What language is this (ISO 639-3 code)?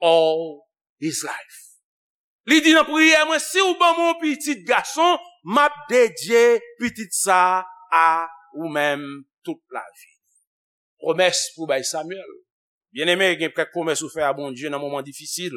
hat